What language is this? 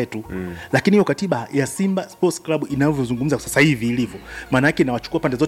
Swahili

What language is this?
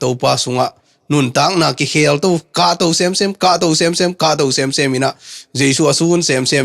Tedim Chin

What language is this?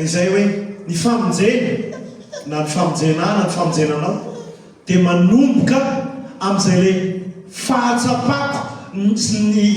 Malagasy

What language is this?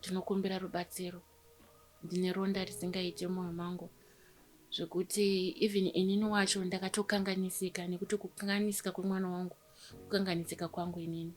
Shona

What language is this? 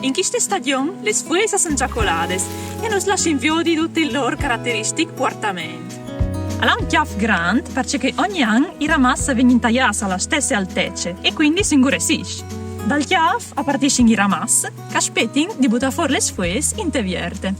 Friulian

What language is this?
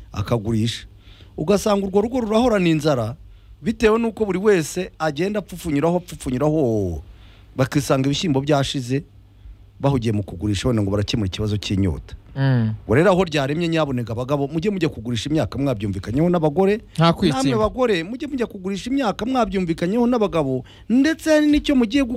Kinyarwanda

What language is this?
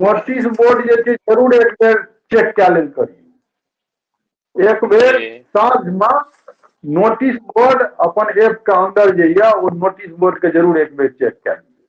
Maithili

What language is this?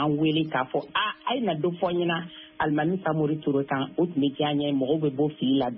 Bambara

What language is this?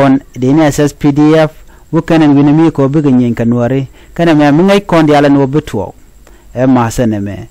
Nuer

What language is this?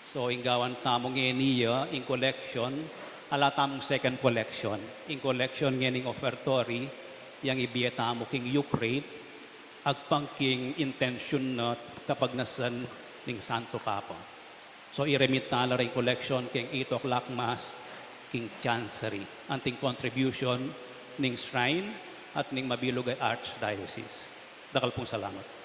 Pampanga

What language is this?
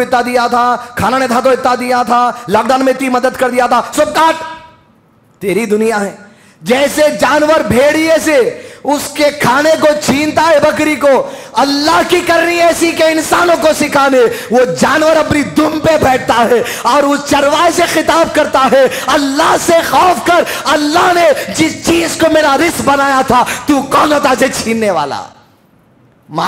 Urdu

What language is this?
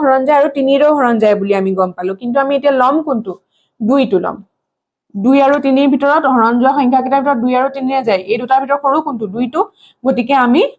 Assamese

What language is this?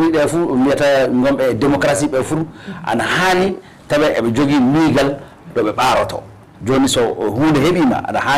Fula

